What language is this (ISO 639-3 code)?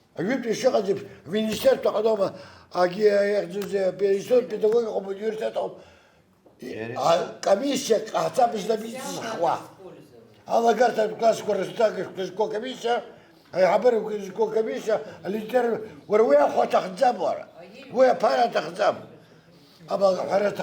abk